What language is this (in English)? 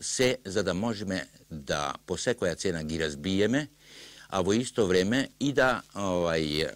Macedonian